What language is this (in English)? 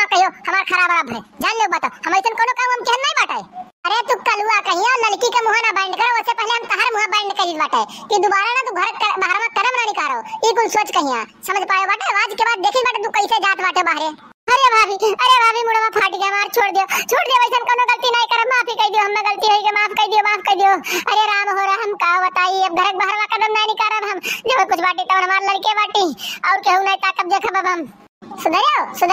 Awadhi